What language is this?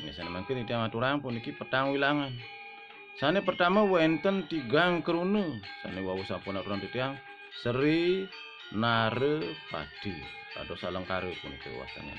Balinese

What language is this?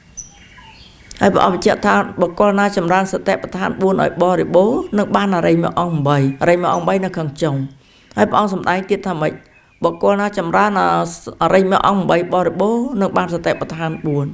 Khmer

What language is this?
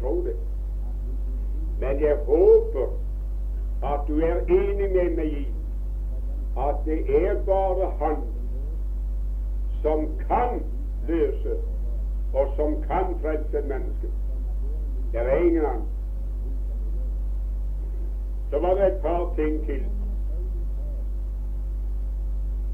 Norwegian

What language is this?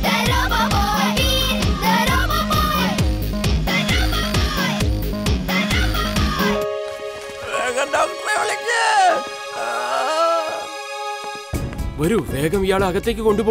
Malayalam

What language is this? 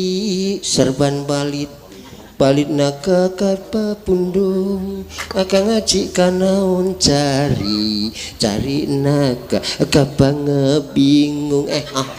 Javanese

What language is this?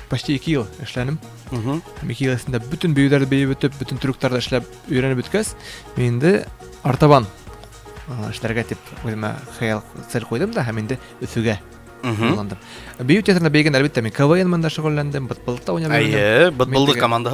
Bashkir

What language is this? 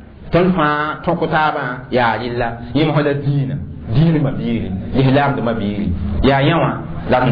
Mossi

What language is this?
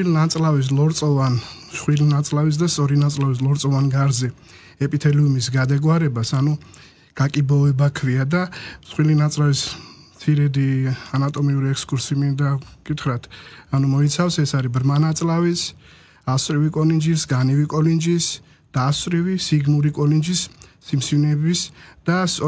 Georgian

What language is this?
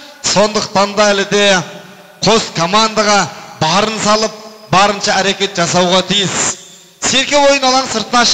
Kazakh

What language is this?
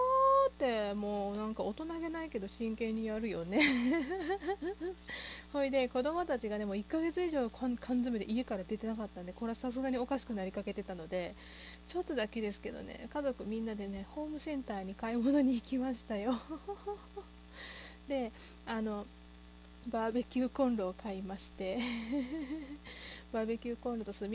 Japanese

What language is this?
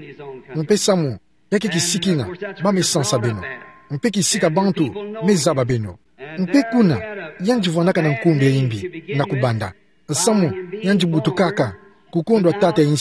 Kituba (Democratic Republic of Congo)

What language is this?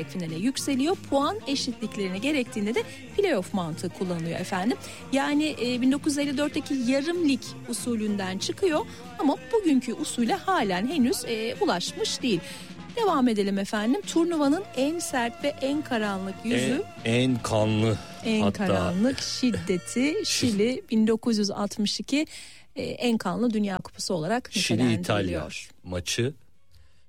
Turkish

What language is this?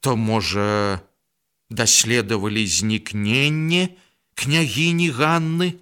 Belarusian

